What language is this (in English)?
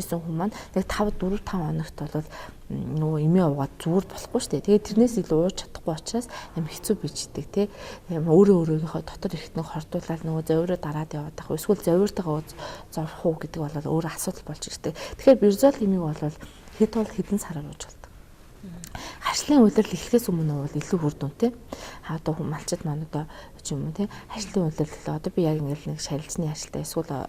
Mongolian